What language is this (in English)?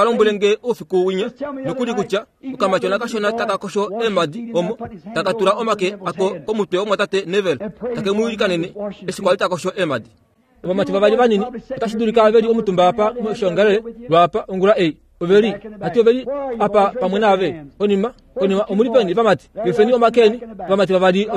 Kuanyama